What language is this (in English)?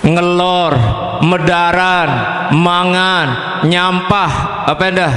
Sasak